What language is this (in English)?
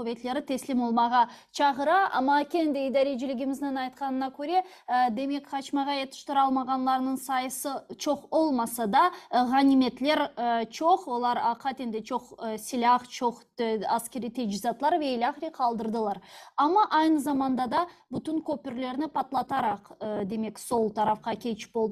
Crimean Tatar